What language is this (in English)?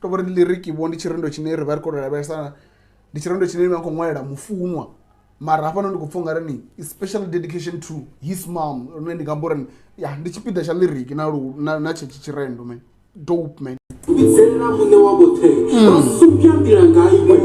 Venda